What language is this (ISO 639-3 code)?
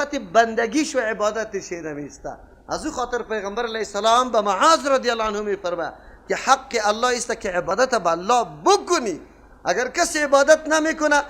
fas